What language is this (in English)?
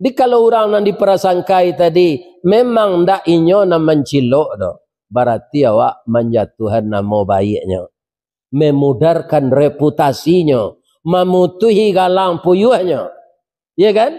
Minangkabau